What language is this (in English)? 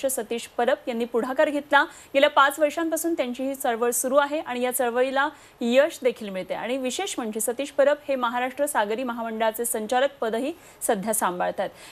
Marathi